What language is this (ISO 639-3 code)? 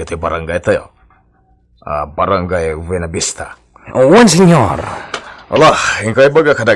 ilo